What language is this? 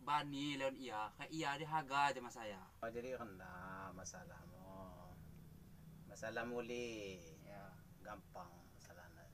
Lampung Api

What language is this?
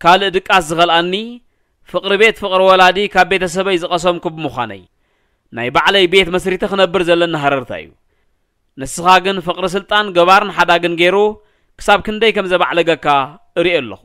Tigrinya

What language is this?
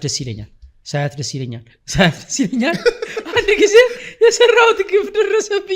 Amharic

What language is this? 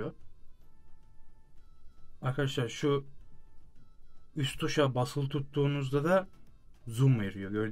Turkish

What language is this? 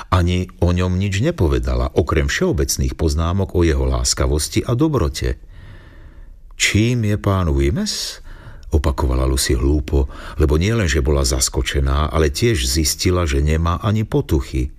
Slovak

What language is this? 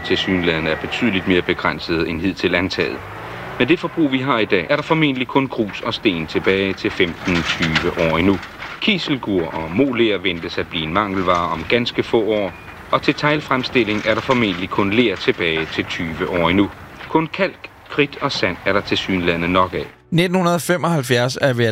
Danish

